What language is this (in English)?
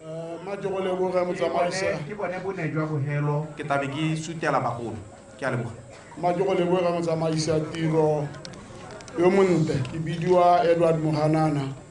Tswana